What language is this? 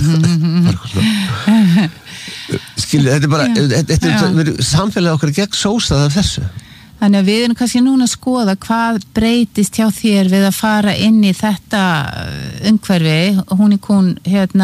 Icelandic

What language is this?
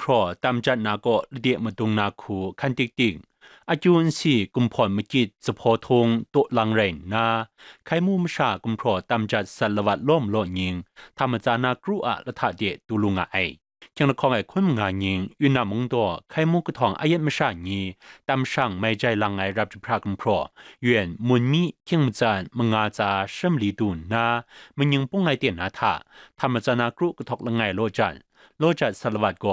Kachin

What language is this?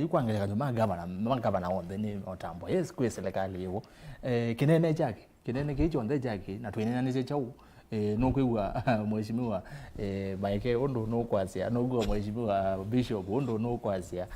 Kamba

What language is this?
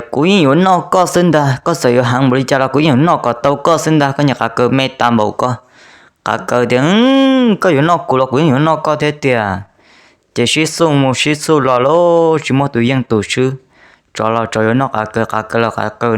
Hmong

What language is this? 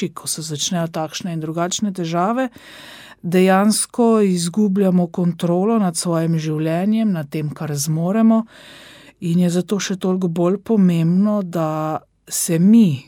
Slovenian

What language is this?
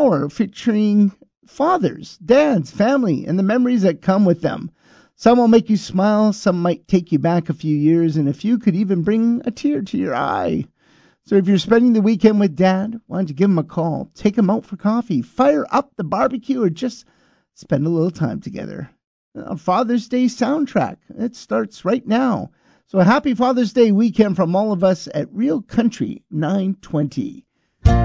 English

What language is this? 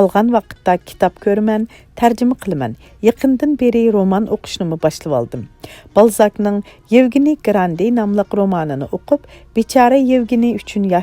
Uyghur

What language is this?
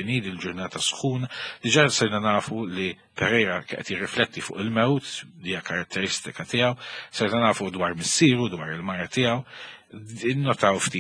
Maltese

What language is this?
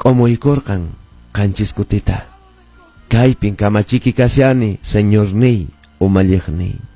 Quechua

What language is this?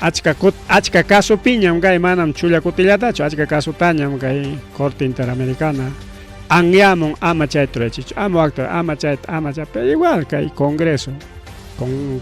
Ayacucho Quechua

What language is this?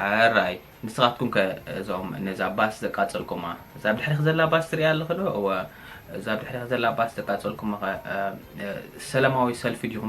Tigrinya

